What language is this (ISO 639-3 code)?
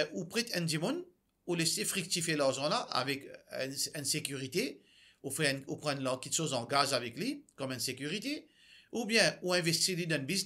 mfe